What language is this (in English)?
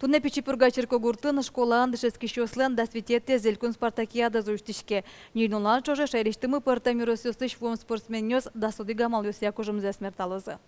Udmurt